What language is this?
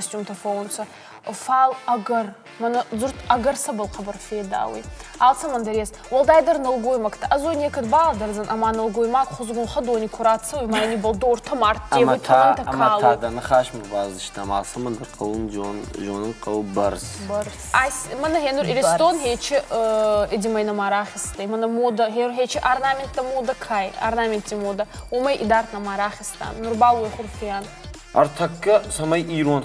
Ossetic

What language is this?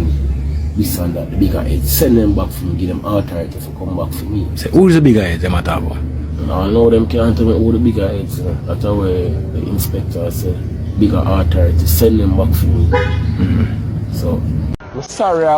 Jamaican Creole English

